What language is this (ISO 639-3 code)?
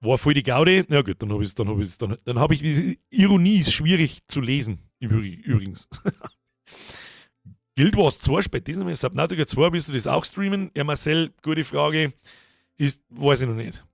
bar